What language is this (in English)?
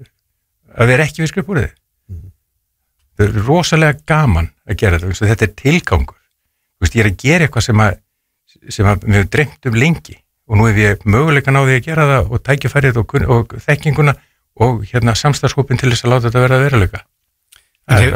Icelandic